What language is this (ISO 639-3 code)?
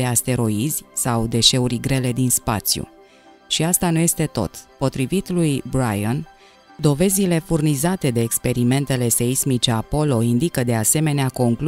ron